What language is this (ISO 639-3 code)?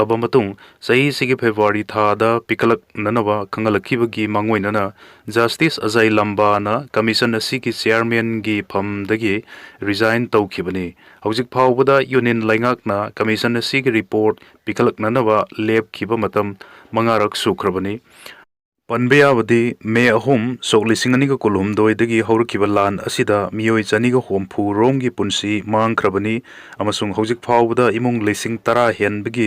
mni